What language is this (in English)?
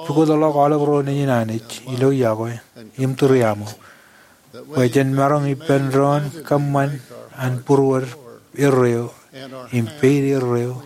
Marshallese